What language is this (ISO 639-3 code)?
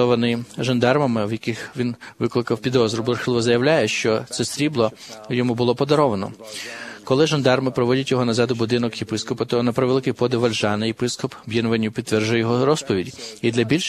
ukr